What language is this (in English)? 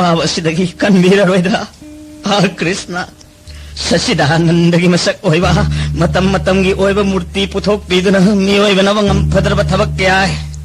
Manipuri